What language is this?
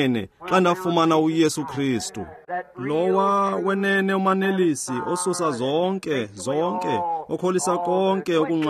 Xhosa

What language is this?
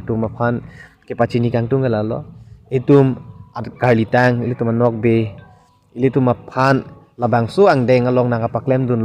Karbi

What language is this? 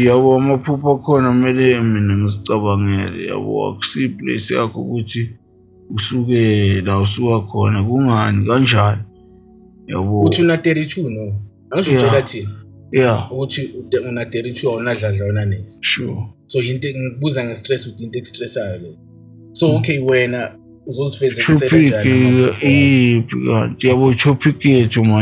Zulu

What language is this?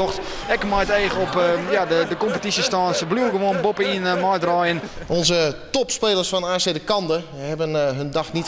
Western Frisian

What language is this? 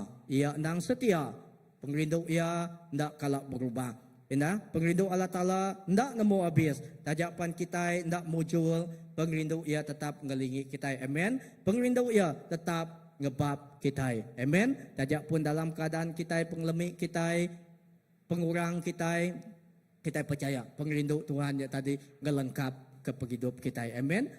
Iban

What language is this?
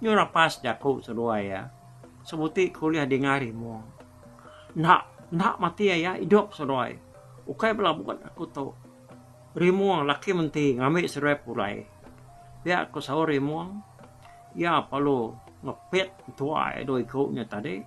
Iban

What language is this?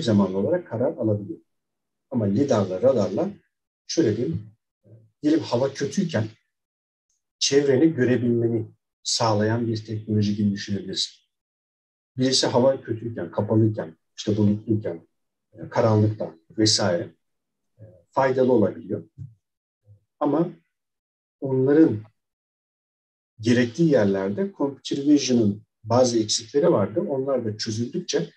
Turkish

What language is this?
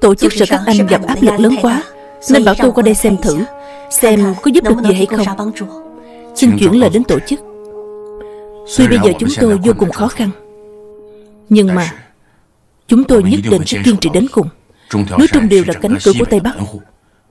Vietnamese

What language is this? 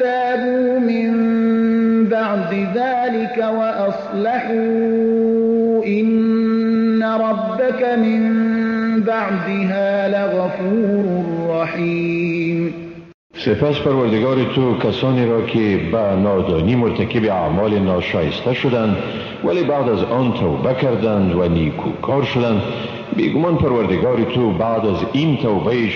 Persian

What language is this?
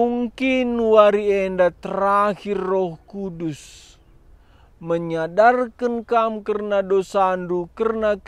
Batak Karo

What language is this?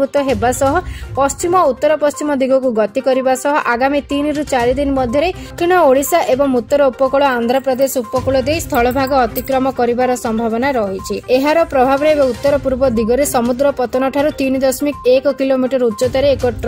Odia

